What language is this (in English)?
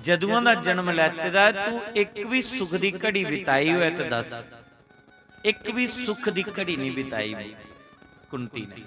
Dogri